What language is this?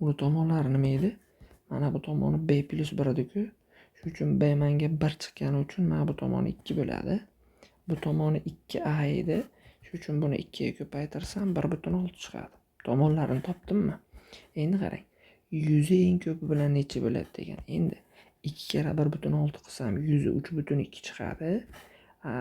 Uzbek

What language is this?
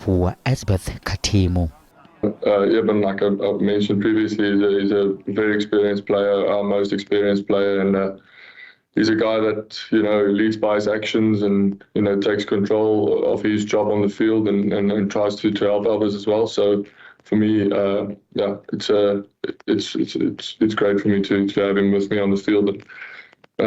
Venda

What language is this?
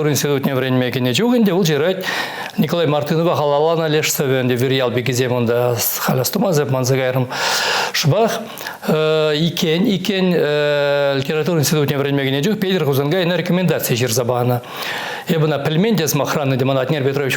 Chuvash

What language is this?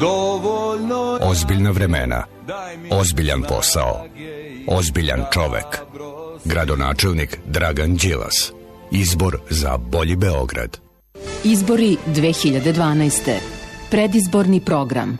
Serbian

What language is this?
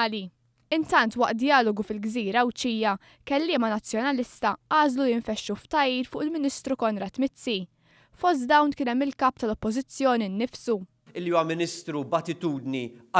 Maltese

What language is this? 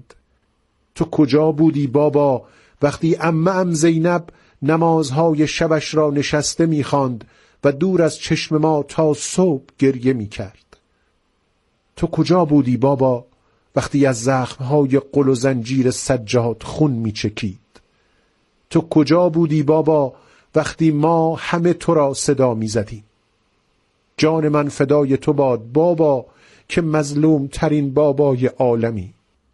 Persian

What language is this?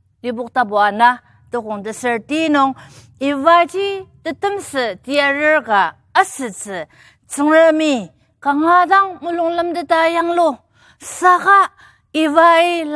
Ao Naga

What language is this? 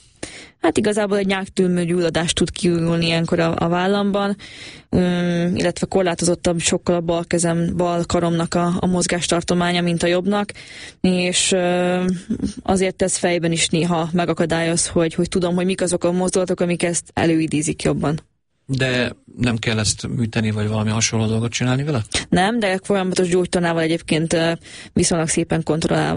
Hungarian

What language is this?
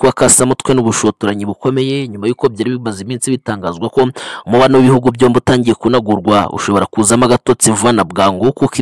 Kinyarwanda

